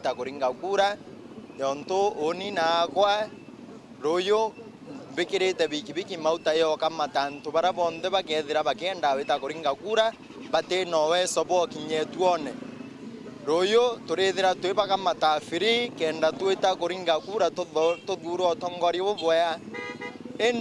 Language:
Meru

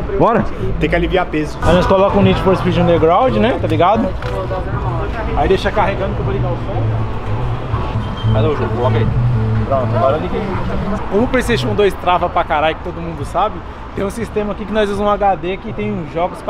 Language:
Portuguese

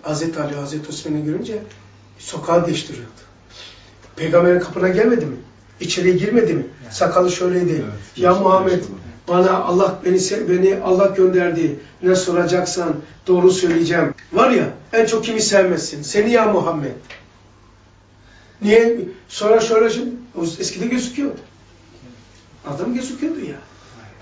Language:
Turkish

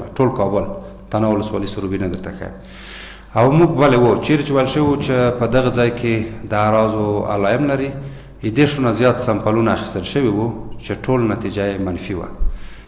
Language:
Pashto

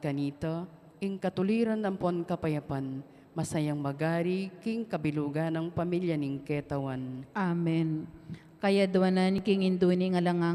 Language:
Pampanga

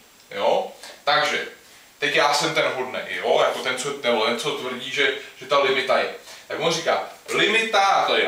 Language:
Czech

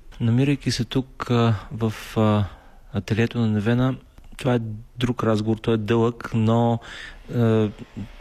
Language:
Bulgarian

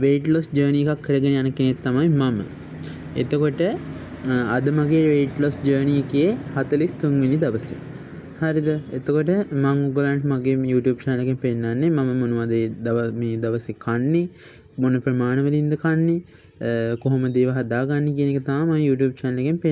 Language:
Sinhala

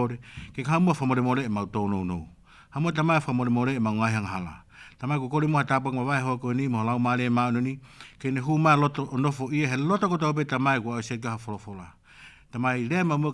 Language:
Tongan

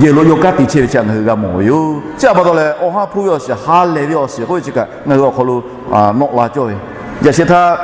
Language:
Lahu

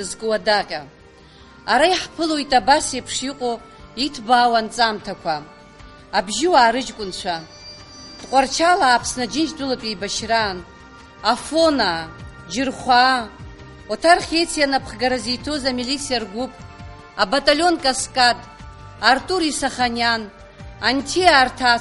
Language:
Abkhazian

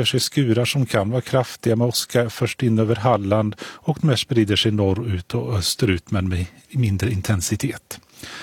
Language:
Swedish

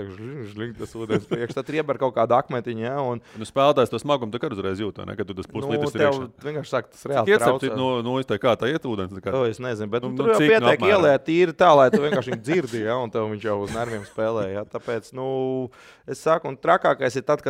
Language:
Latvian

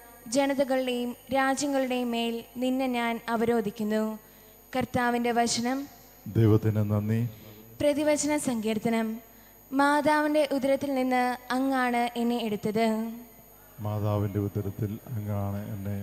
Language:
Malayalam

